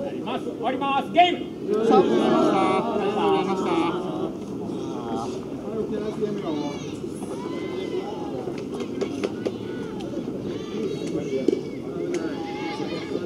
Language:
Japanese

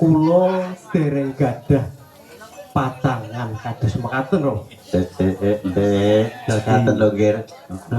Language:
Javanese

